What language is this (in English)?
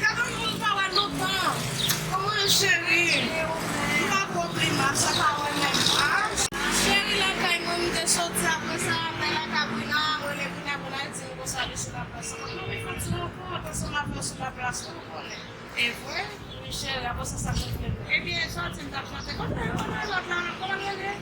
Haitian Creole